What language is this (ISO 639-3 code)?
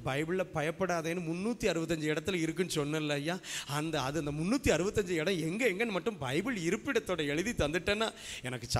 tam